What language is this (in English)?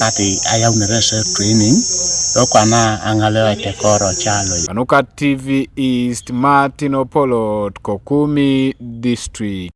Teso